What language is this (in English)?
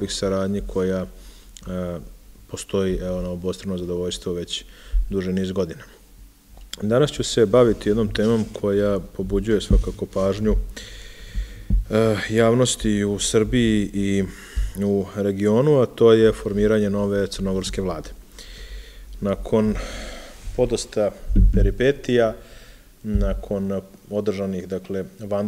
Serbian